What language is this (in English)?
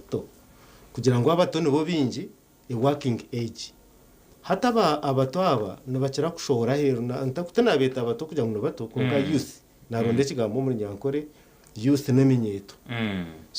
Nyankole